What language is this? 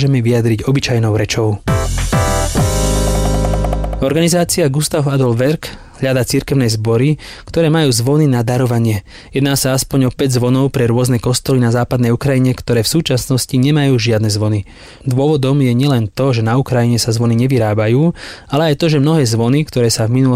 Slovak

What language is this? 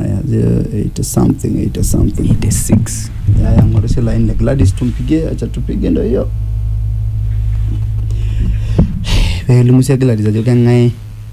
Masai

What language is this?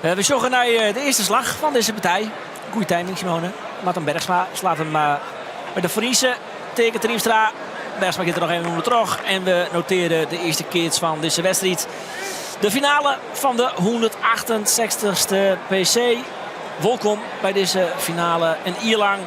Western Frisian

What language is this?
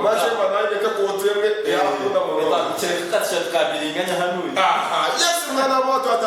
Nyankole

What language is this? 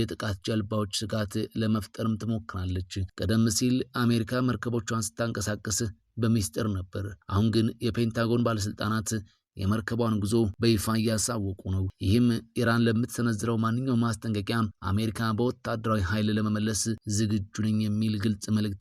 Amharic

